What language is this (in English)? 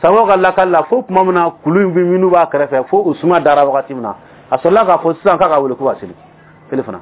Bambara